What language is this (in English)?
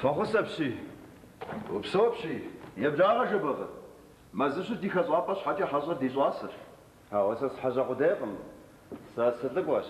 Kabardian